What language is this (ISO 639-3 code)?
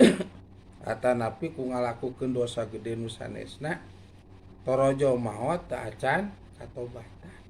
sun